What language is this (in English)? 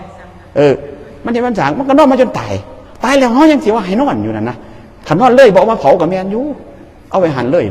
Northeastern Thai